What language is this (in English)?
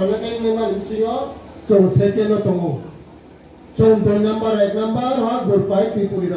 Riang (India)